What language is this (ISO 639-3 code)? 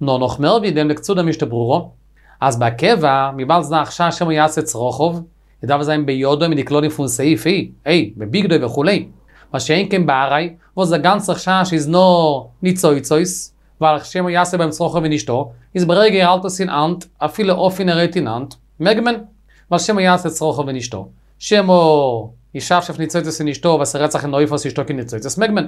yid